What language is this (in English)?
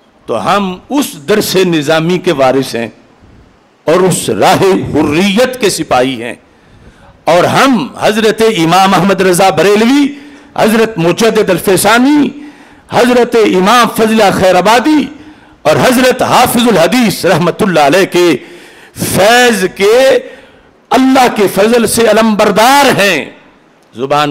Urdu